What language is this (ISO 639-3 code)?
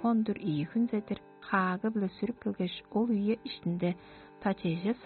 tyv